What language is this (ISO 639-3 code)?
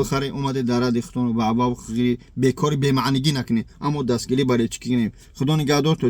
tgk